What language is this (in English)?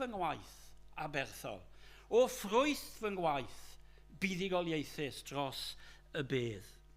Welsh